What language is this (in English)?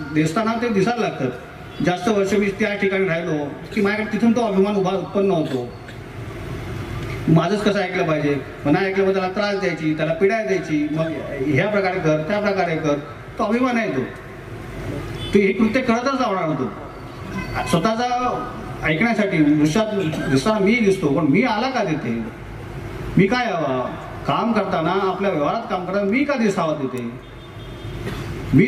Marathi